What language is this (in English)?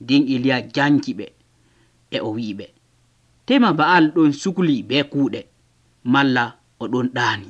Nigerian Fulfulde